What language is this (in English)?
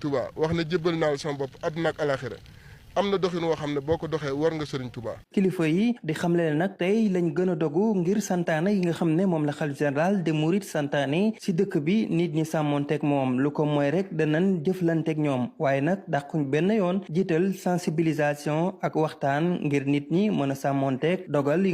Wolof